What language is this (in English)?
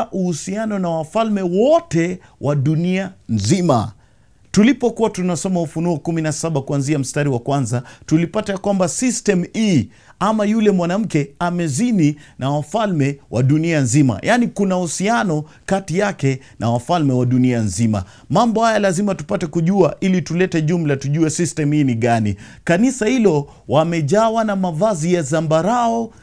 Swahili